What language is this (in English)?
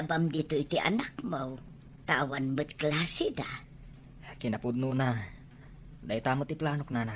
Iloko